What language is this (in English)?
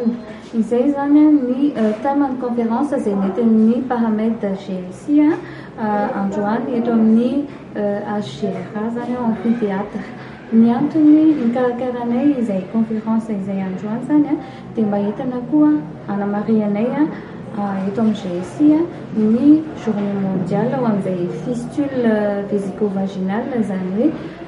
Malagasy